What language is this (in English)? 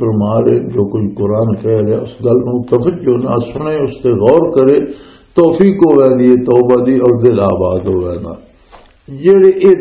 Western Panjabi